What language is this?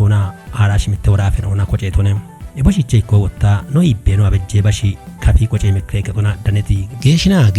Kafa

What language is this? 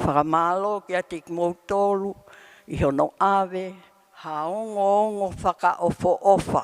Tongan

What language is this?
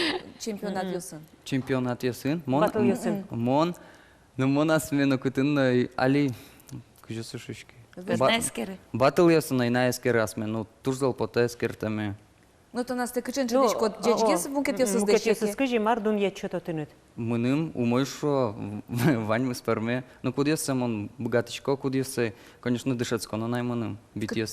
Udmurt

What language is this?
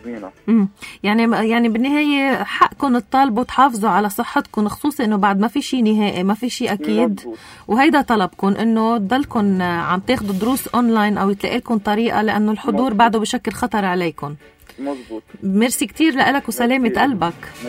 North Levantine Arabic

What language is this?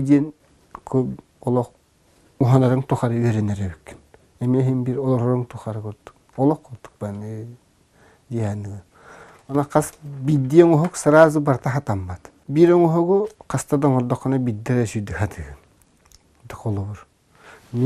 Yakut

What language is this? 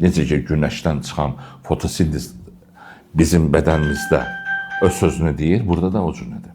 Azerbaijani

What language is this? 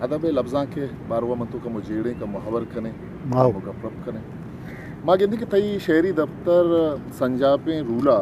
Eastern Balochi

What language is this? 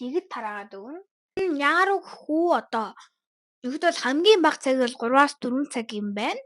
Mongolian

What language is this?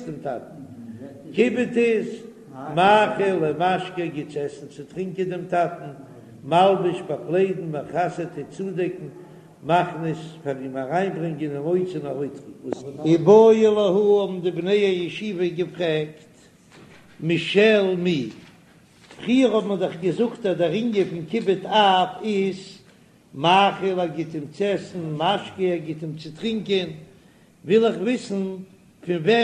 Yiddish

